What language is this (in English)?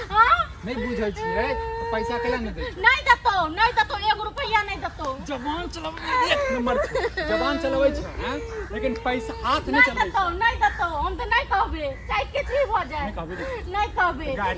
Maithili